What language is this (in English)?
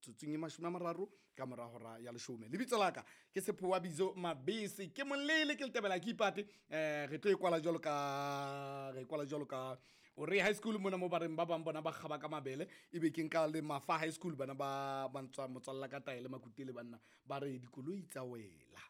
Southern Sotho